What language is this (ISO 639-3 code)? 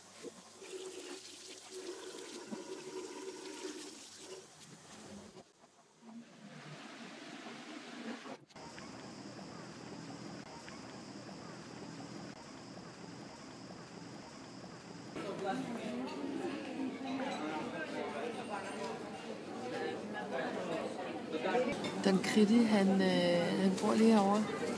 dan